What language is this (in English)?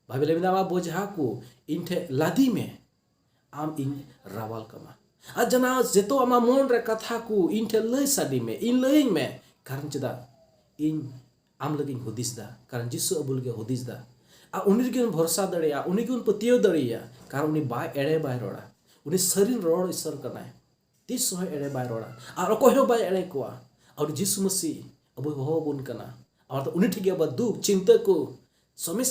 Santali